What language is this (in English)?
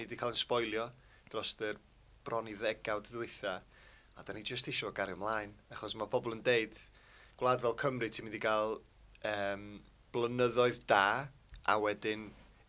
Welsh